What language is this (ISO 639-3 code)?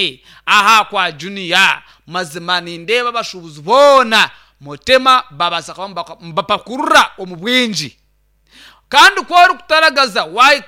nyn